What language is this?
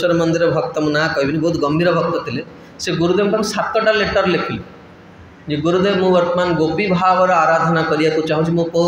Odia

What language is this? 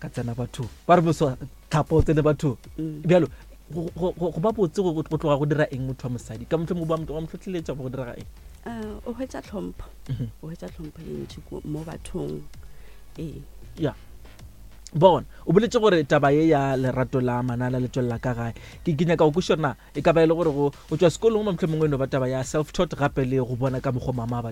Northern Sotho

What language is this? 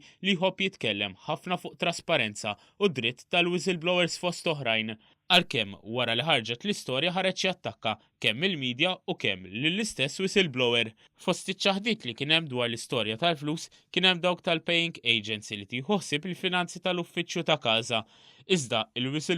Maltese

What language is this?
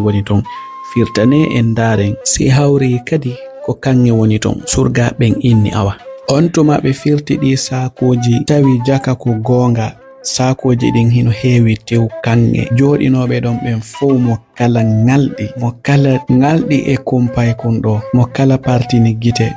Fula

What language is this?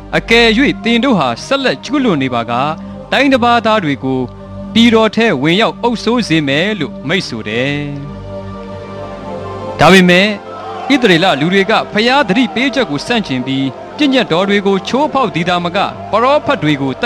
Burmese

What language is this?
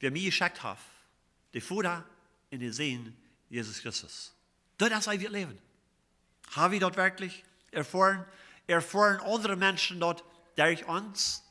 Plautdietsch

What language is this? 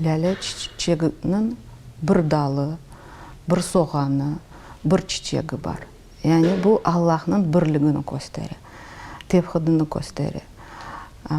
Crimean Tatar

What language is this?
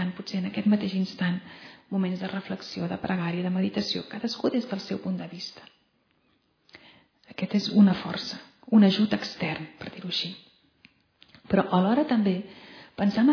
Catalan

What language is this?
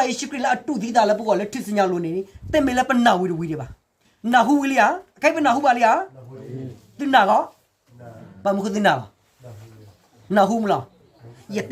S'gaw Karen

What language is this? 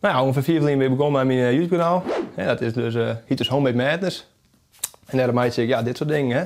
Western Frisian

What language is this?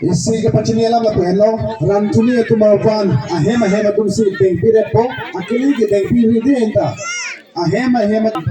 Karbi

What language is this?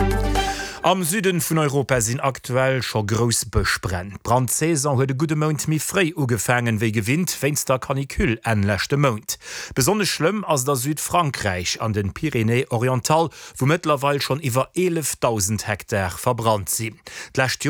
Luxembourgish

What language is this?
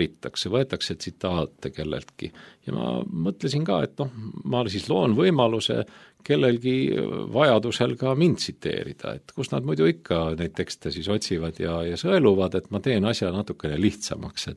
Estonian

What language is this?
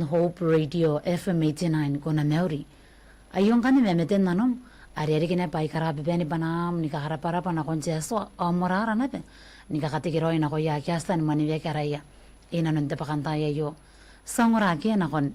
Gilbertese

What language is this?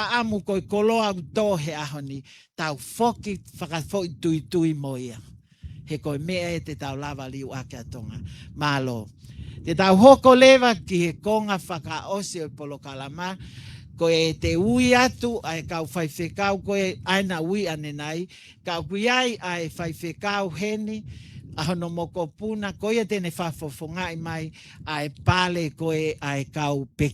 Tongan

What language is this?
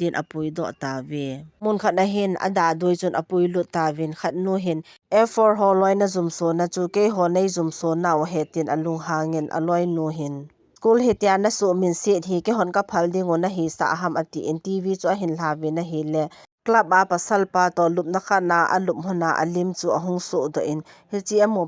Thado Chin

